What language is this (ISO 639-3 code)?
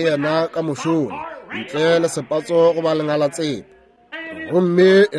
nso